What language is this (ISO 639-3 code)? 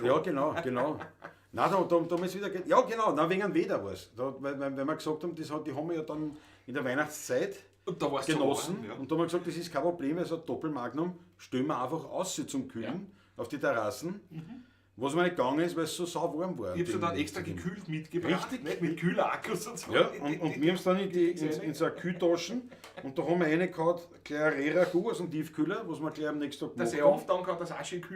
bar